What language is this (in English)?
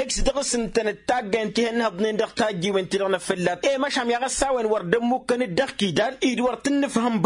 Tamasheq